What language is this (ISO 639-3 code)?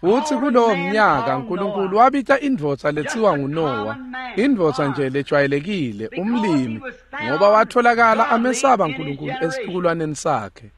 ssw